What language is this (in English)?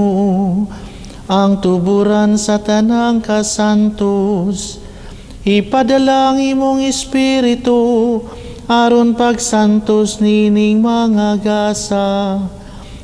Cebuano